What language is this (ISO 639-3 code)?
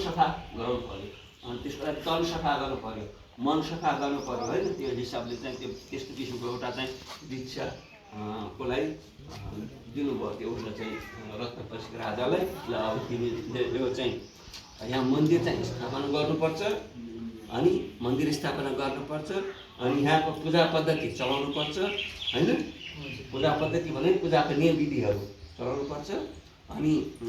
nep